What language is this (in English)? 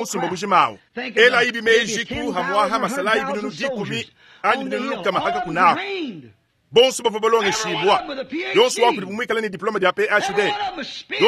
Luba-Lulua